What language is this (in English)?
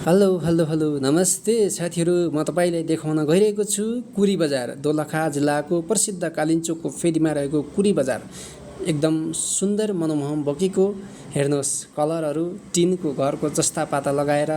Nepali